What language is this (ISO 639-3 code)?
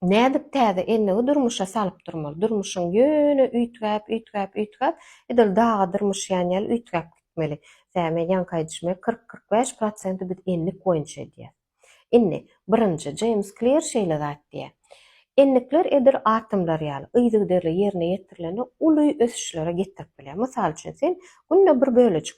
tuk